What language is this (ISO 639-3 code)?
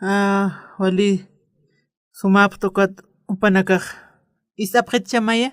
aym